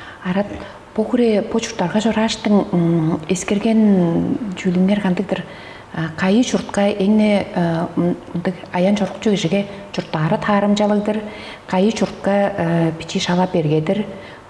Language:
Tuvinian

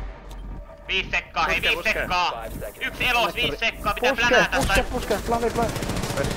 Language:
Finnish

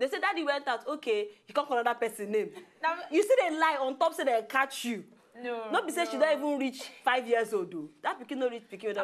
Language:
Nigerian Pidgin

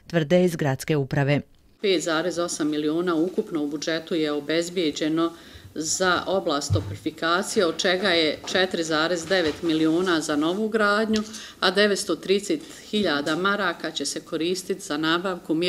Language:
Bosnian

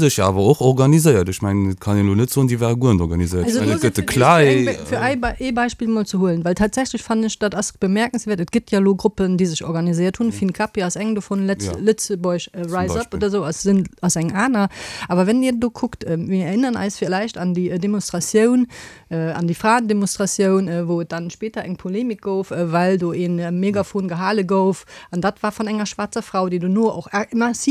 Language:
Luxembourgish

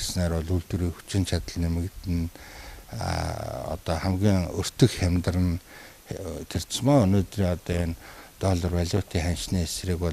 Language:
Mongolian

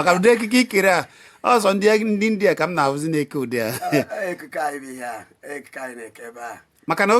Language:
Igbo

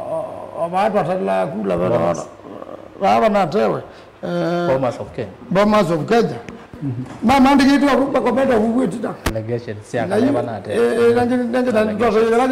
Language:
Kamba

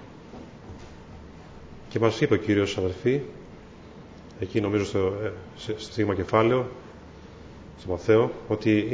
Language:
Greek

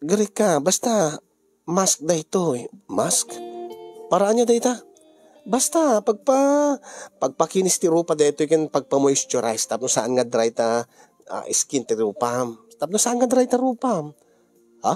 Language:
Iloko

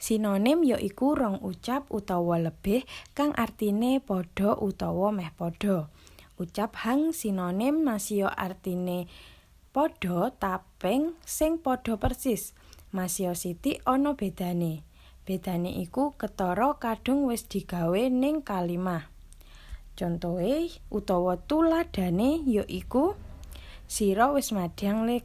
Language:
Javanese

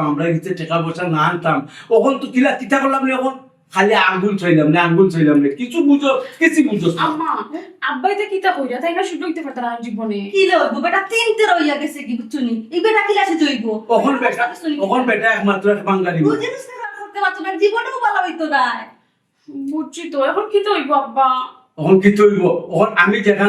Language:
Sylheti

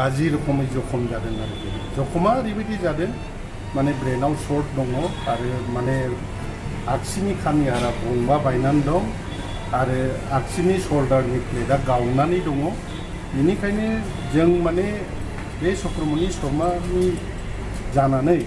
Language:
Bodo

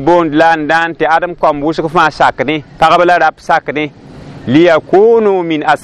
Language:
Mossi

